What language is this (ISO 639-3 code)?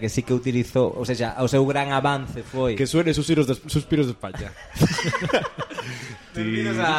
glg